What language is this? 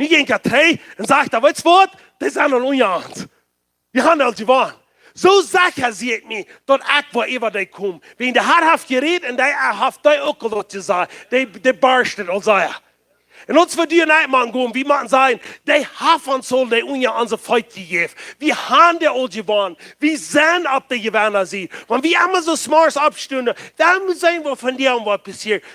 Plautdietsch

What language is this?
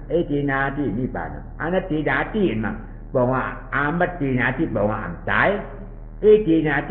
Shan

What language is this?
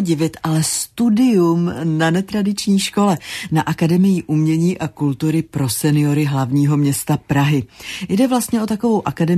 Czech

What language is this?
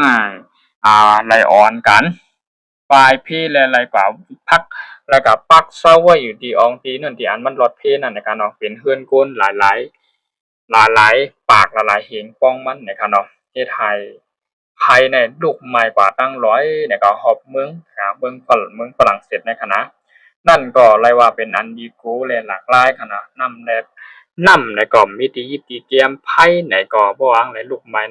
Shan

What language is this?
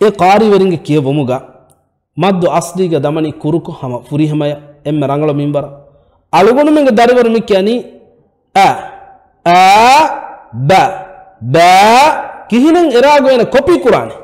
Divehi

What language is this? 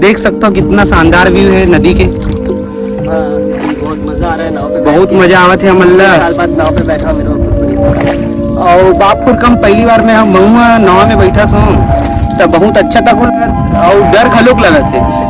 Chhattisgarhi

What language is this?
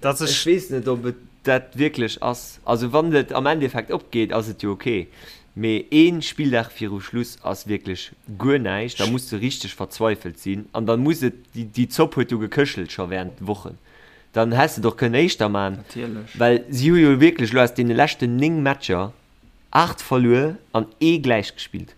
Luxembourgish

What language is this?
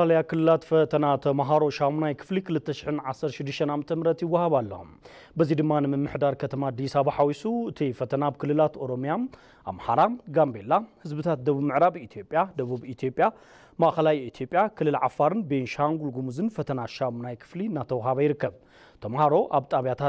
Tigrinya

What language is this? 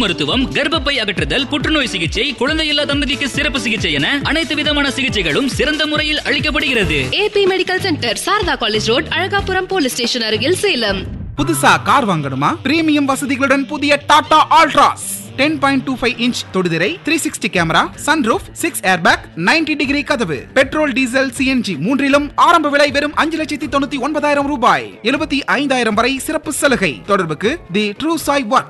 Tamil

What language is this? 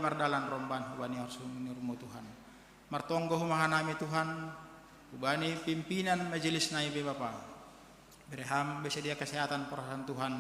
Batak Simalungun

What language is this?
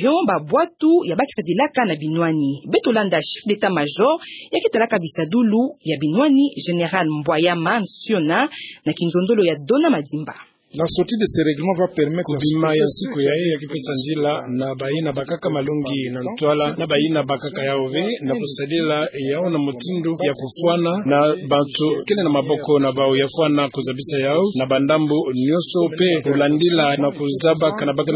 Kituba (Democratic Republic of Congo)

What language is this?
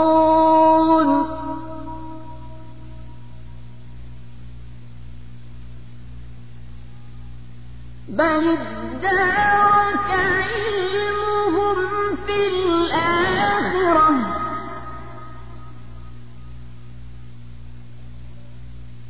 Arabic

